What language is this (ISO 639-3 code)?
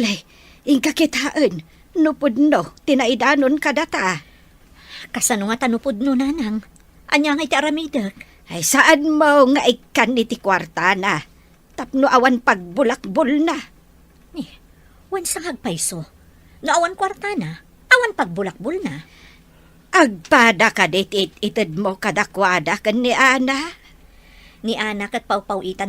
ilo